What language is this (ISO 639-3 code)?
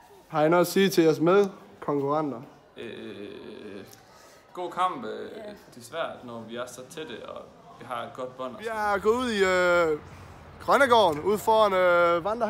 dan